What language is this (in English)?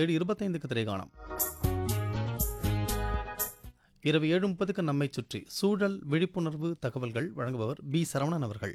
Tamil